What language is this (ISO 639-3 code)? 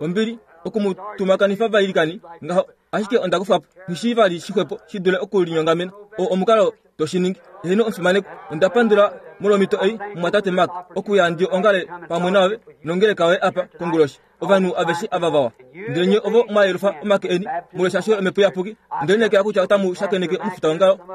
kua